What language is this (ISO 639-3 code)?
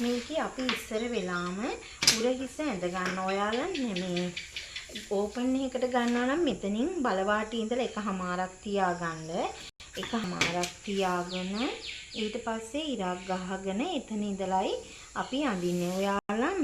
sin